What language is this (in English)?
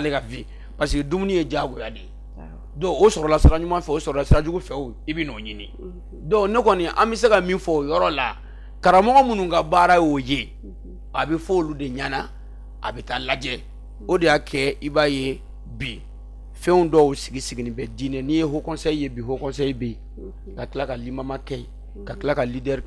Bambara